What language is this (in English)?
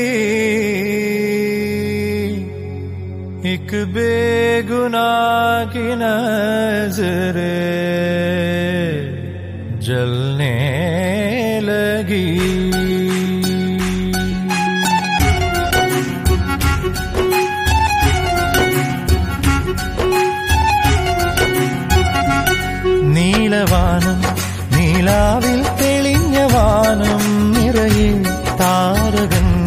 Malayalam